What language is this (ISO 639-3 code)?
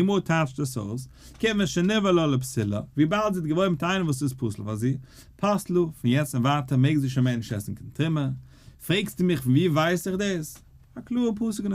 yid